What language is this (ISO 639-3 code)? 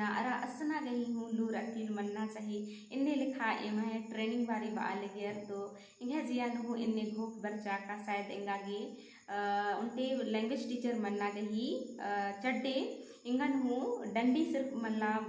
kru